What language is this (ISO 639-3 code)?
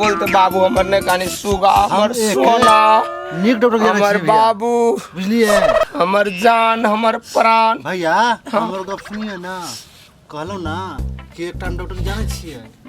mai